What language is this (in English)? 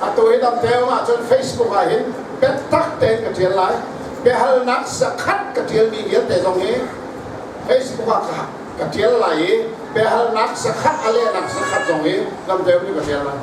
Hakha Chin